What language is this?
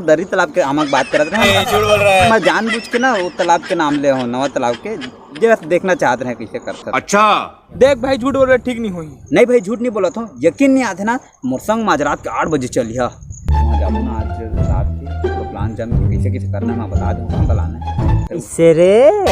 Chhattisgarhi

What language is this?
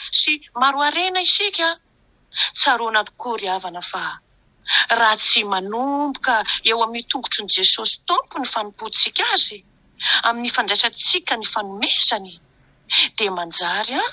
Malagasy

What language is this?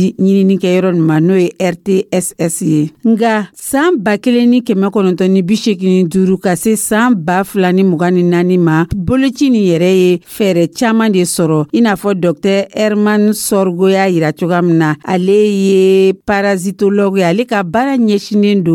Dyula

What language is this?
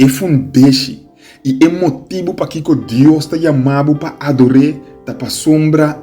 Papiamento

